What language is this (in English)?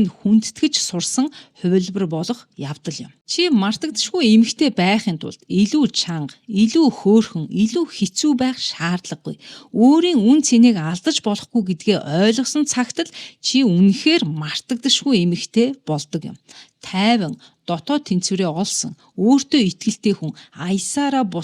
Mongolian